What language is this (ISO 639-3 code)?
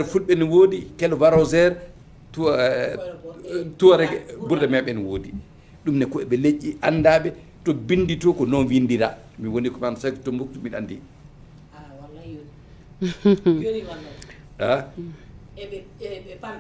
ful